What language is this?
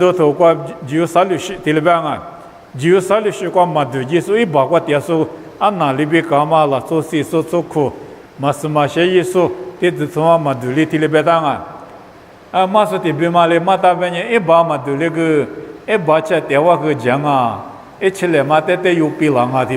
Lisu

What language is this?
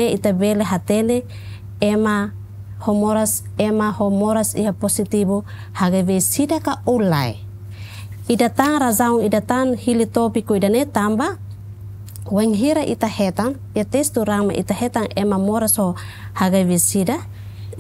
Tetum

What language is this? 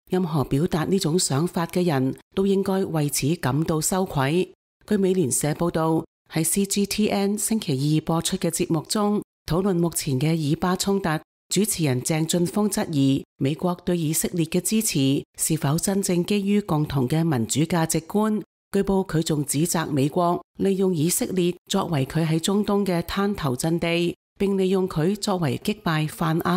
Cantonese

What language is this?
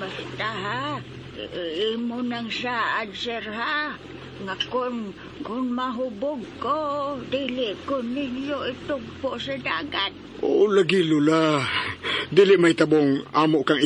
Cebuano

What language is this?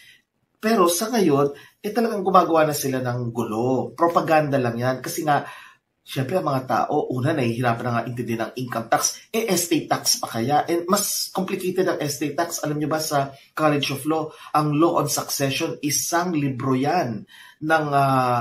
Filipino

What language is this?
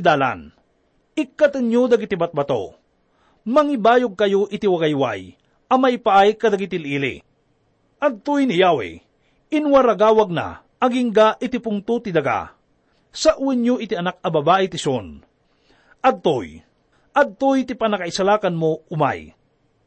Iloko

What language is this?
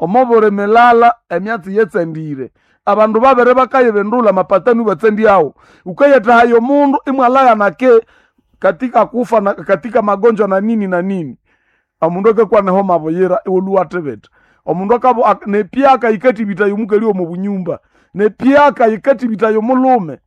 Nande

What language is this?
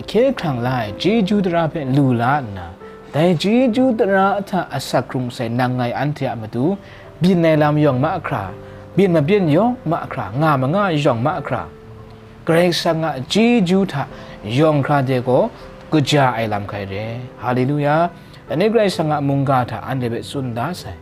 Kachin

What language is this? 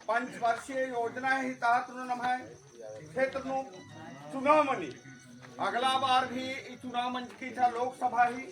Kurukh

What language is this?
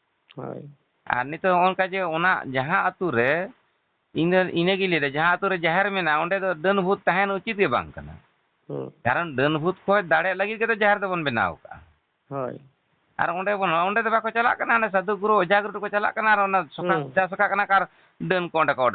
Santali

